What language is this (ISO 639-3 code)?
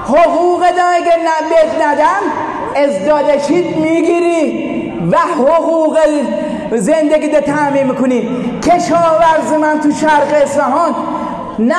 fas